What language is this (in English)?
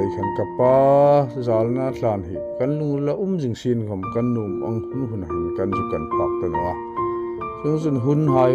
Hmar